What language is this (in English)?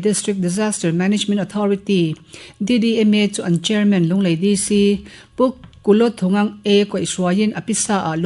Mizo